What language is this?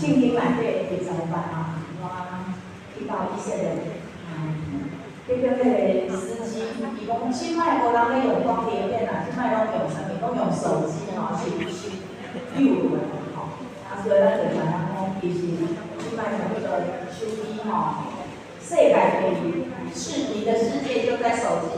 Min Nan Chinese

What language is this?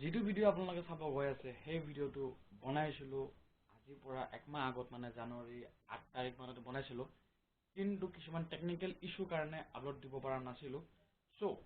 Assamese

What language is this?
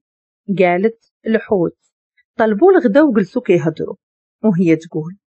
Moroccan Arabic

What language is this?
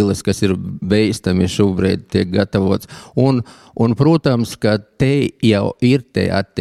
Latvian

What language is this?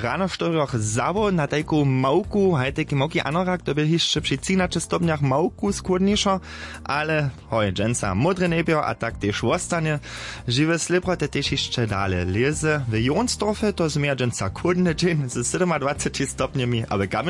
Upper Sorbian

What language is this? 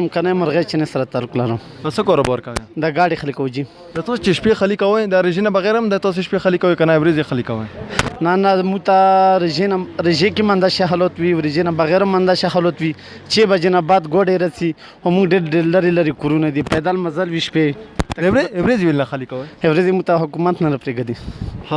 Pashto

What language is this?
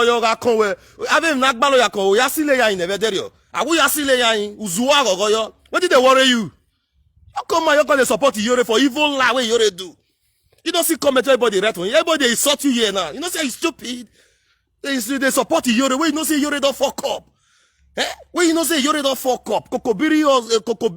Nigerian Pidgin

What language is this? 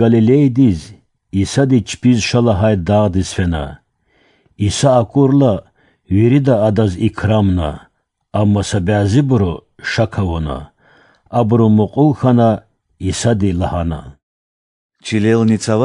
Lezghian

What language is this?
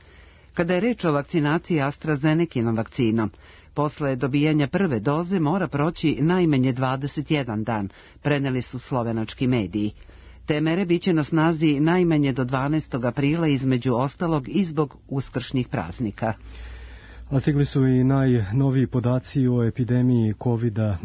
Serbian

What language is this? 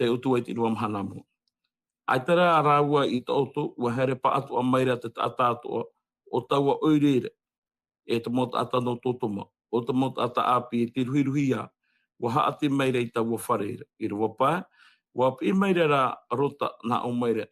Tahitian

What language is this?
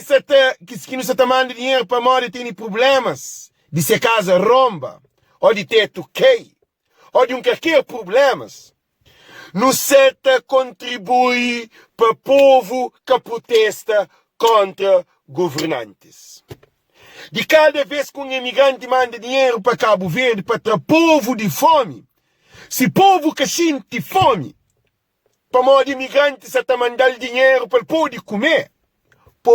Kabuverdianu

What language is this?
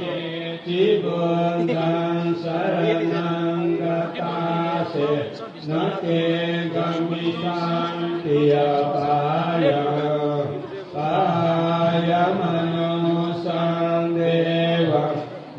Pali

